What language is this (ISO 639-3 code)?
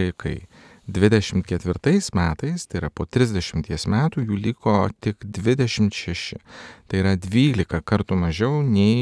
lit